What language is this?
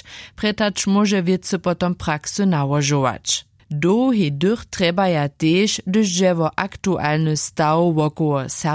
Upper Sorbian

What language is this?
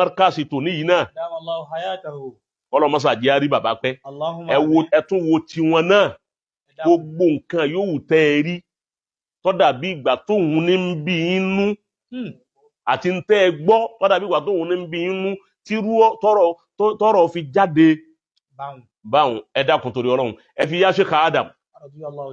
Yoruba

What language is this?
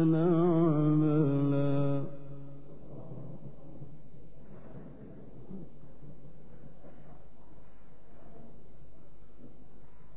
Arabic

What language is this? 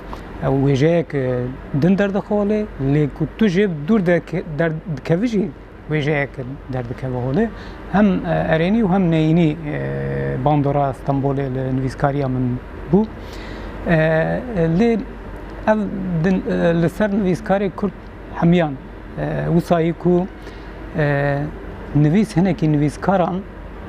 Kurdish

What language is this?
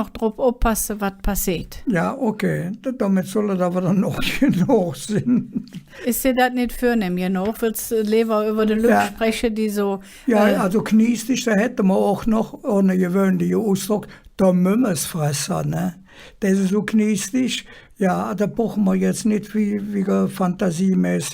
Colognian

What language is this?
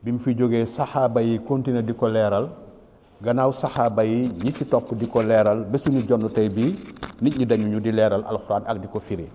Wolof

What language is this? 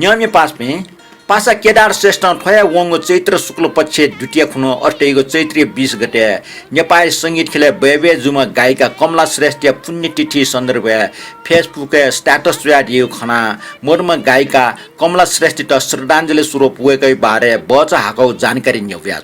Newari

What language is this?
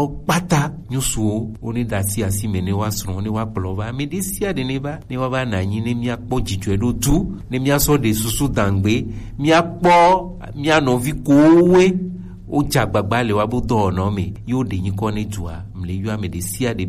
Gen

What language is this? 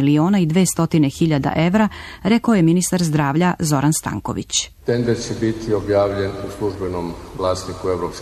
Serbian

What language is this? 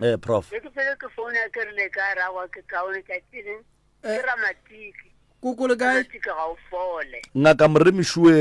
Northern Sotho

